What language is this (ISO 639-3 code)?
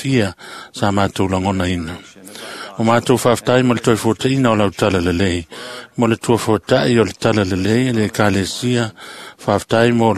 smo